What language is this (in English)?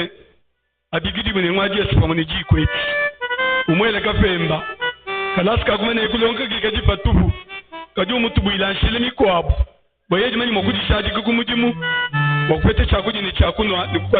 Luba-Lulua